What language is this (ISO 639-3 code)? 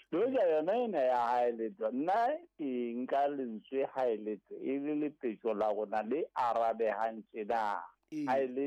sot